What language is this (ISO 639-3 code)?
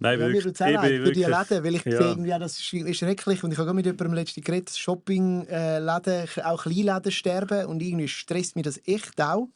gsw